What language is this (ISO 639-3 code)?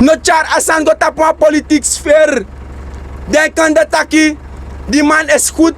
srn